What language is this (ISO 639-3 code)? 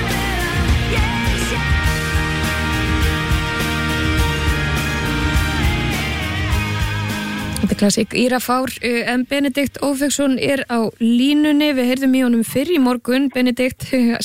isl